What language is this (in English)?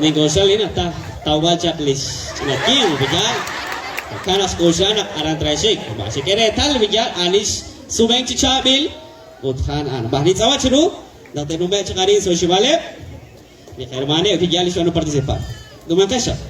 Kekchí